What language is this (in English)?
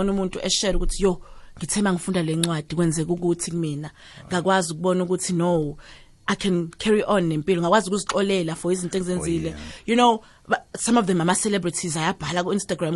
South Ndebele